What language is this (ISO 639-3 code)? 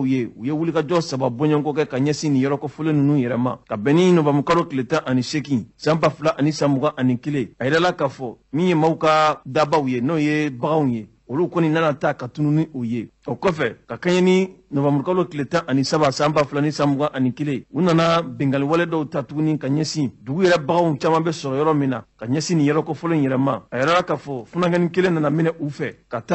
bam